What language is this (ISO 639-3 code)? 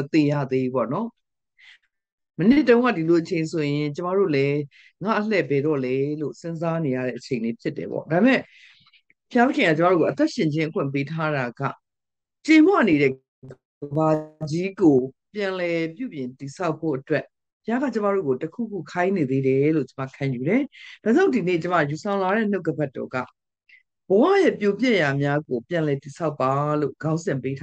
mya